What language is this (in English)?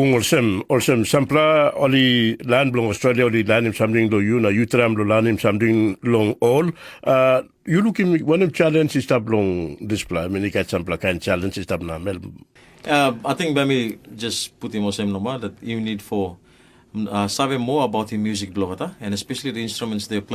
Tok Pisin